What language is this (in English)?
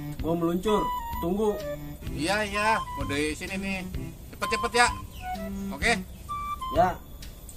Betawi